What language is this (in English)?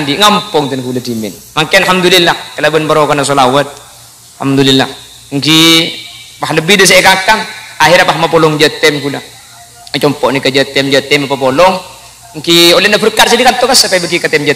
Madurese